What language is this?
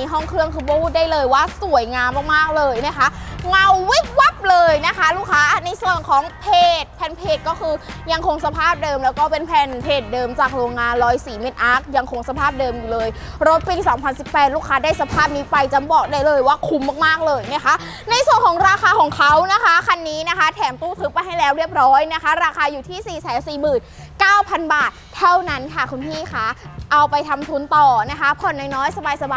Thai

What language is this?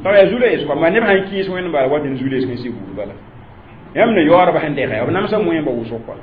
Mossi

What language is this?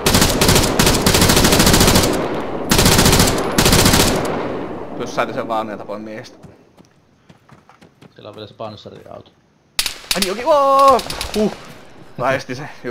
Finnish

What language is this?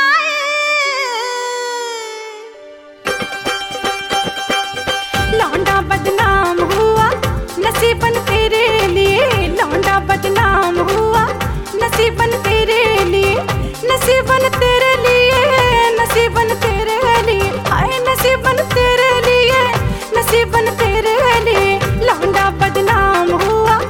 Bhojpuri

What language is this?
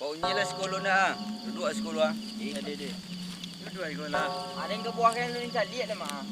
Minangkabau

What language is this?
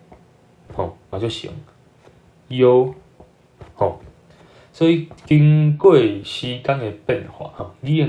Min Nan Chinese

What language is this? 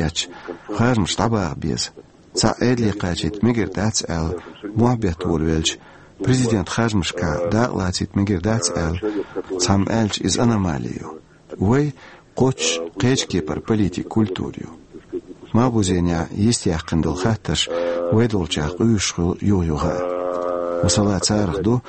Chechen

